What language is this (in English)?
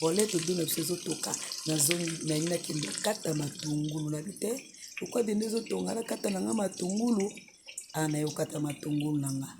Lingala